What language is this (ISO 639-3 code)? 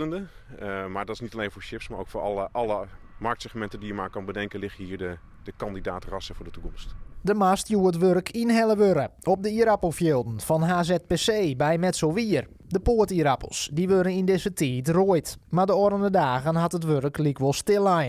fry